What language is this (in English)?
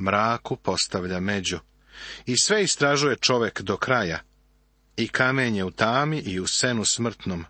Serbian